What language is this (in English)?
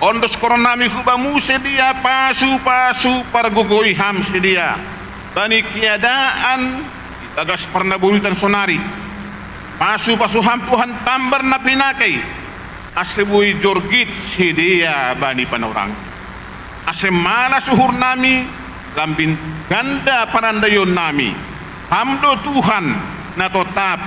Batak Simalungun